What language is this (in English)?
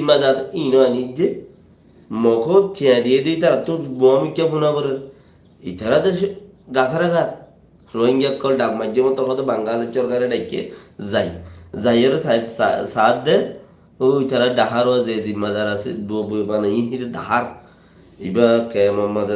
Rohingya